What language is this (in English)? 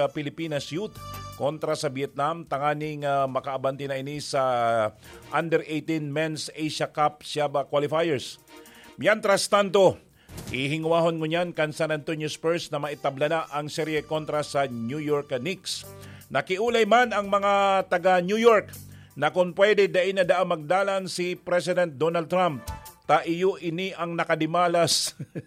Bikol